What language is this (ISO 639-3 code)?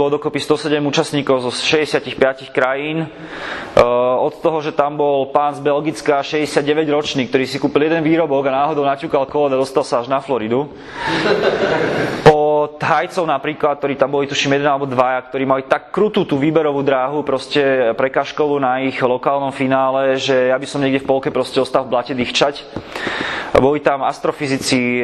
slk